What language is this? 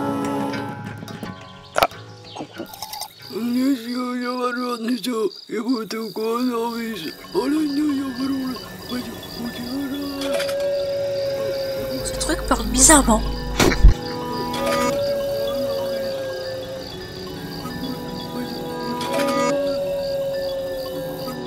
French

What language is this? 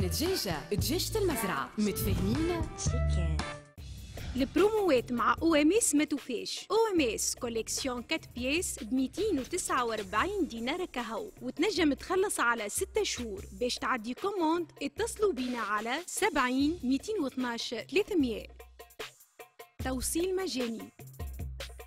Tunisian Arabic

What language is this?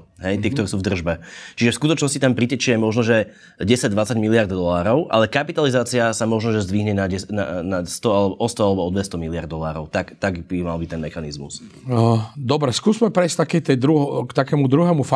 Slovak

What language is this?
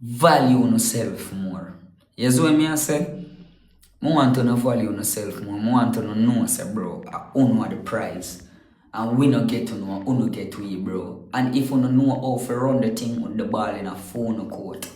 Jamaican Creole English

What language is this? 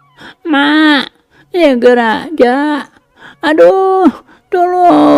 Sundanese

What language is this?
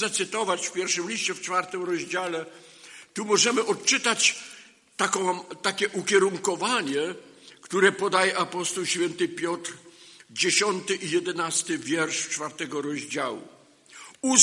Polish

